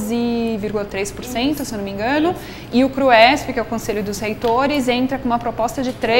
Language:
Portuguese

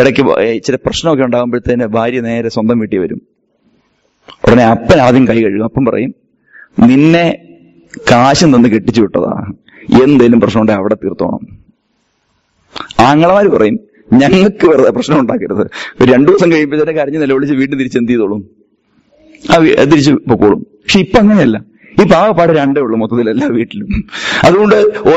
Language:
Malayalam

